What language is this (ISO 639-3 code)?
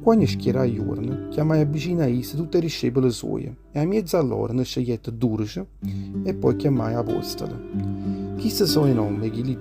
nap